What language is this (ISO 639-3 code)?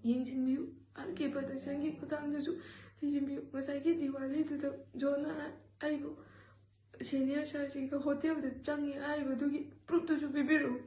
mni